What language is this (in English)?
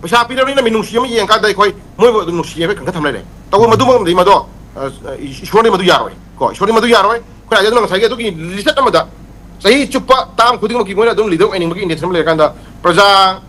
Manipuri